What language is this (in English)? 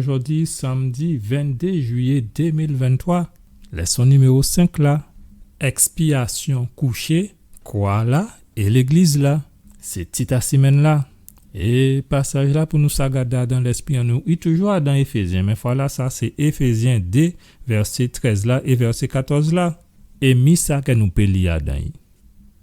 Guadeloupean Creole French